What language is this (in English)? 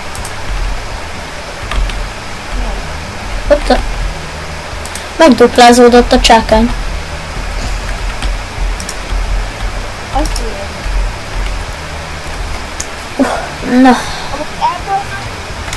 Hungarian